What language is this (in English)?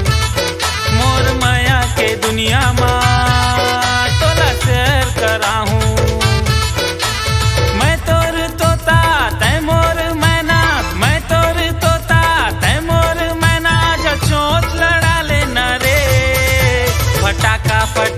Chhattisgarhi